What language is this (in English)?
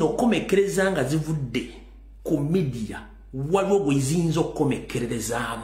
Ganda